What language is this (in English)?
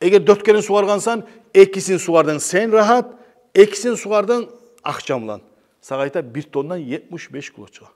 Kumyk